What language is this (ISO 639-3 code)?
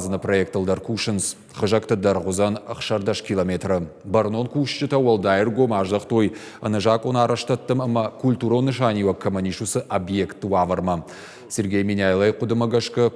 oss